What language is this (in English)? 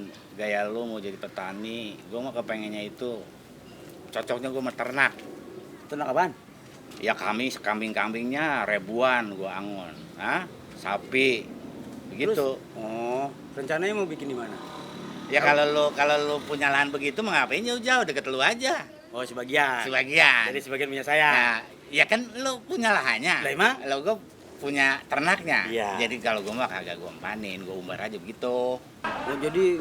Betawi